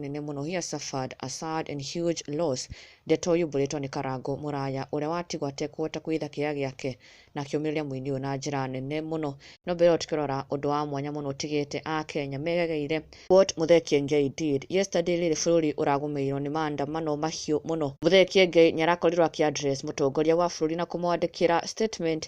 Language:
Kikuyu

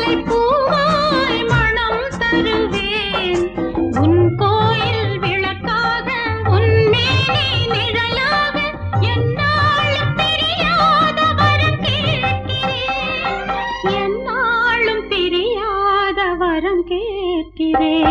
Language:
Tamil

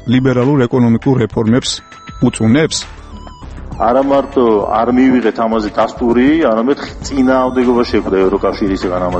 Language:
Georgian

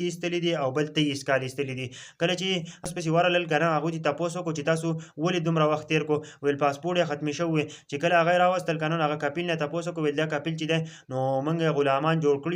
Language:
Pashto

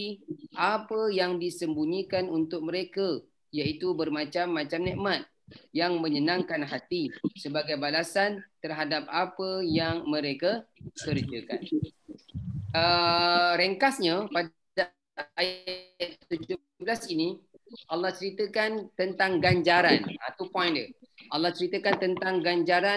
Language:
Malay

